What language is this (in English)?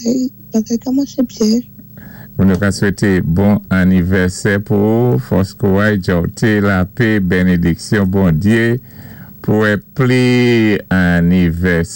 Saint Lucian Creole French